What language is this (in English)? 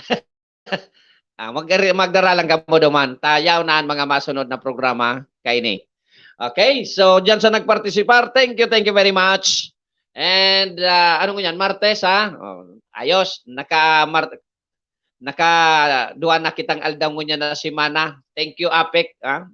Bikol